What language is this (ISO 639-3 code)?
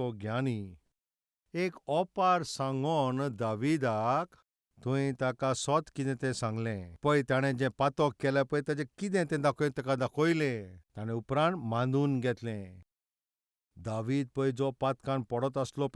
kok